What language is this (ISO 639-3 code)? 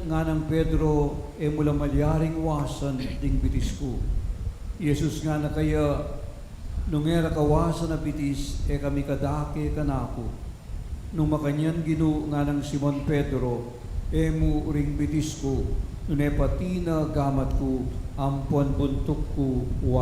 pam